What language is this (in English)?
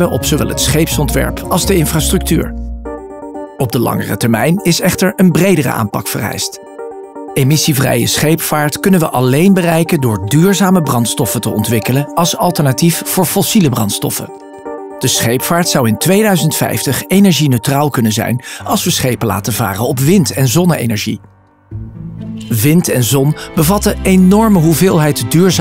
Dutch